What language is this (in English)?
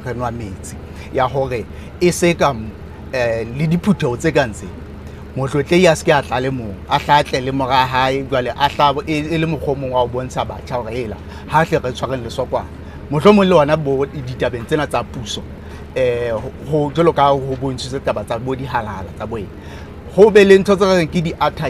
Southern Sotho